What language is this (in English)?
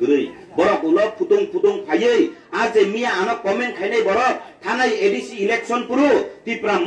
Kok Borok